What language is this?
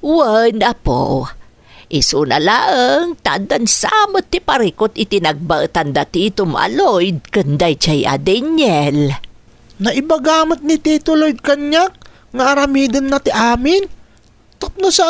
Iloko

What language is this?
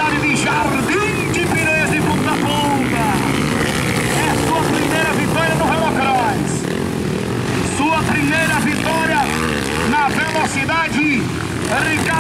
Portuguese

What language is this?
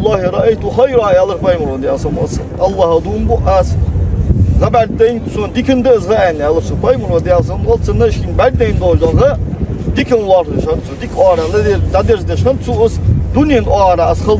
Ingush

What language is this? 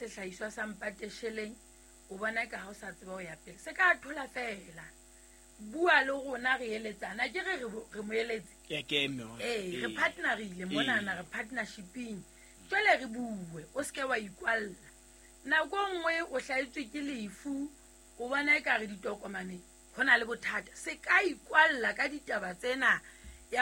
Southern Sotho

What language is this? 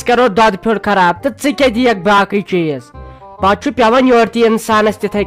Kashmiri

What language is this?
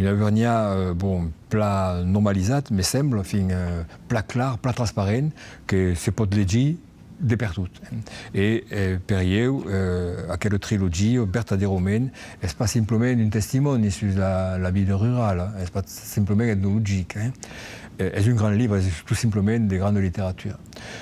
Occitan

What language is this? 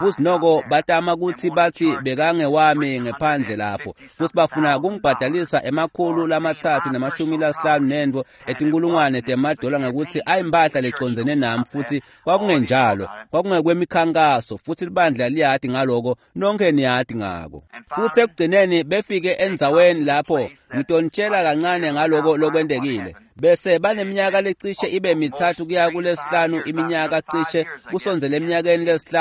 Swati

